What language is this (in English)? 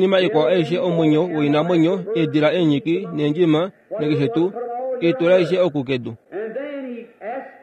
Kuanyama